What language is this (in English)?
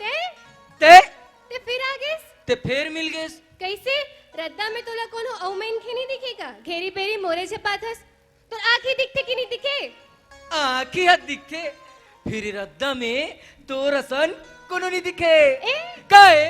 Chhattisgarhi